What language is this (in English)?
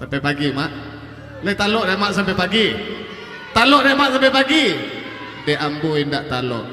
Minangkabau